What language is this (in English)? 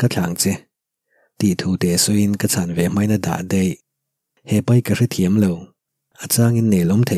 Mizo